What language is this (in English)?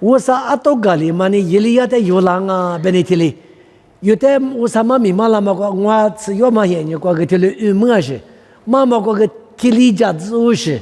Lisu